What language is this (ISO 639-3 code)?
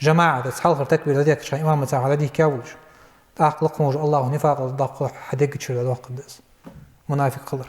inh